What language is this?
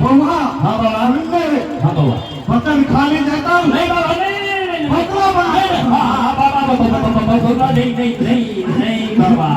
Maithili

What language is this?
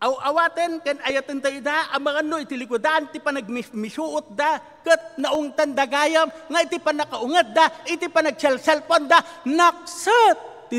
Iloko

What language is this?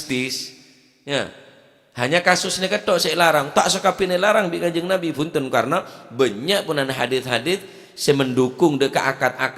Madurese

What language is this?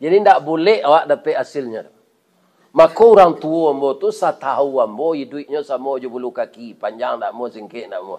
Minangkabau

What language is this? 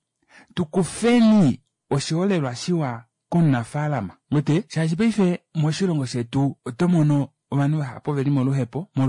Kuanyama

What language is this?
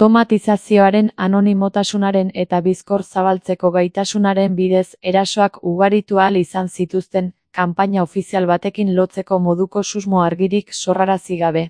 Basque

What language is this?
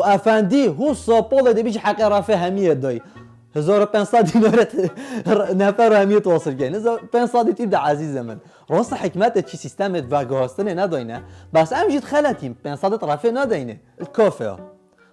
Kurdish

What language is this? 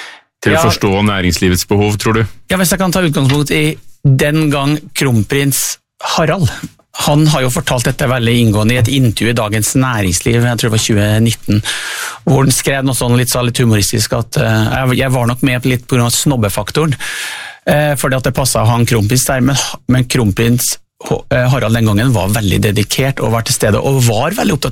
Norwegian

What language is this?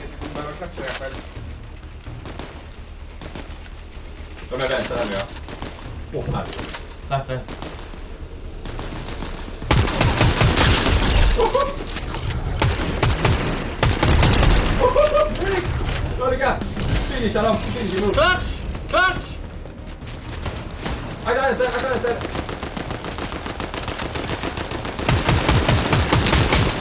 Swedish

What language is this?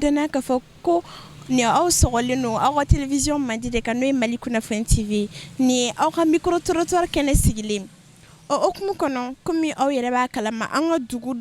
Bambara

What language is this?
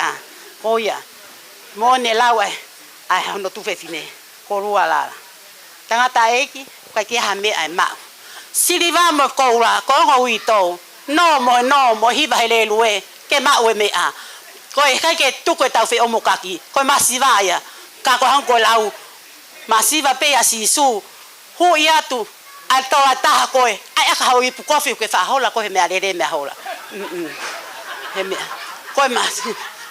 Tongan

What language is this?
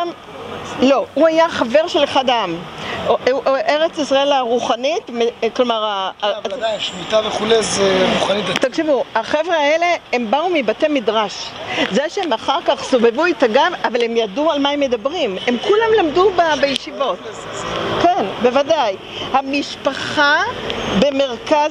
Hebrew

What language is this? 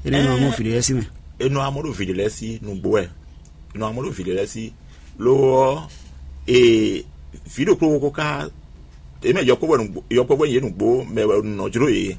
Fon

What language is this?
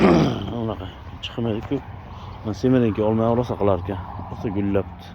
Uzbek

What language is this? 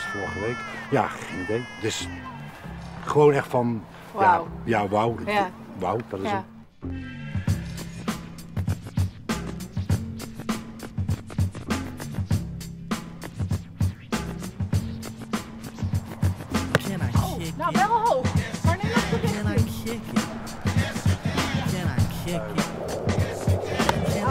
Dutch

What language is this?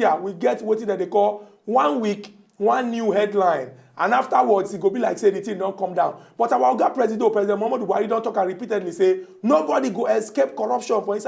Nigerian Pidgin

